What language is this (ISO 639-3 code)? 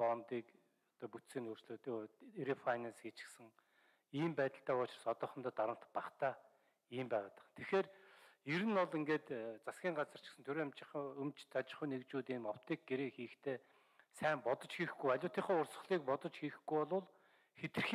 mon